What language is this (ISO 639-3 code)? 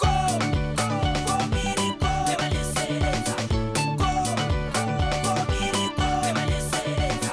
tsn